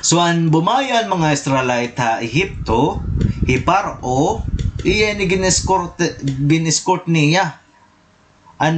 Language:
Waray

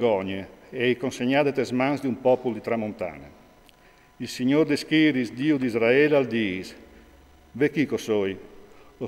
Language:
Friulian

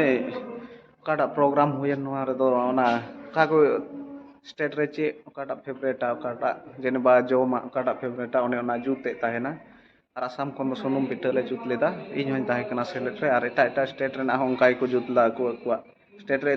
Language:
Santali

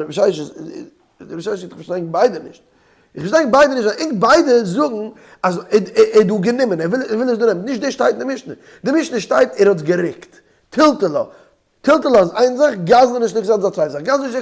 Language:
Yiddish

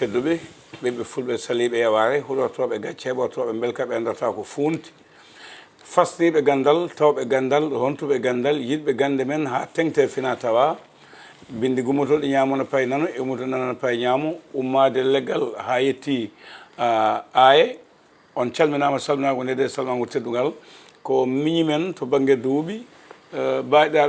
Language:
Fula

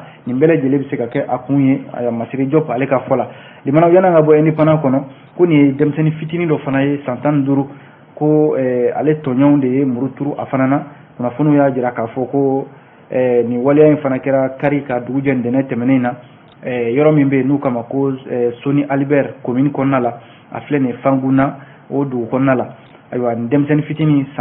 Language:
Bambara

